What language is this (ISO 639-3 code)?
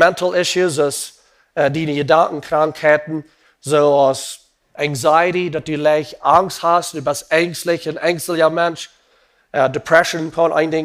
pdt